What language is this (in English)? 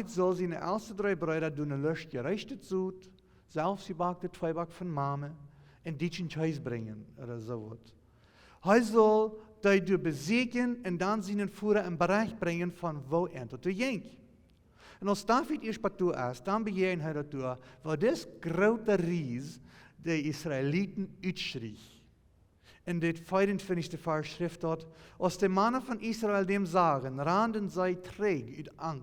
Plautdietsch